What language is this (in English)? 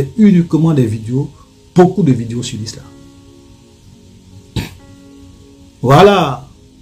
French